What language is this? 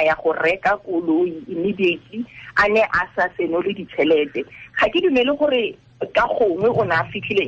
Tswana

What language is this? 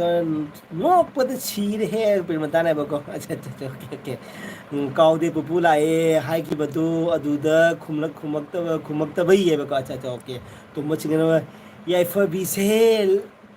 Manipuri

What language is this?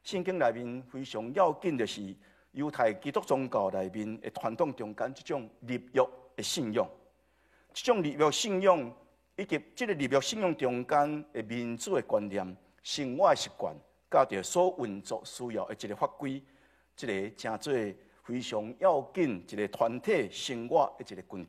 Min Nan Chinese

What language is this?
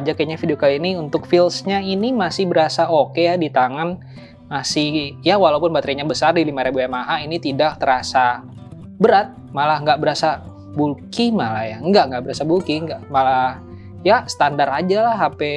Indonesian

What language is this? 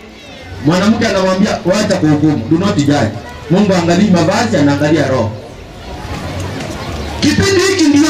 Swahili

